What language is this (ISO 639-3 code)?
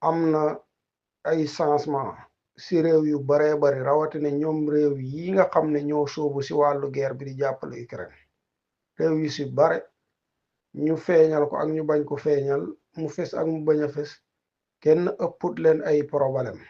wol